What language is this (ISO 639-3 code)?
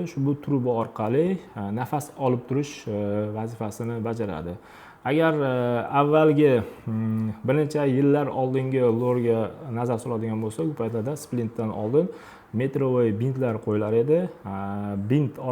uzb